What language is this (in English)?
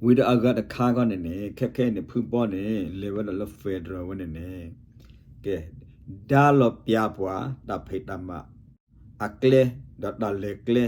S'gaw Karen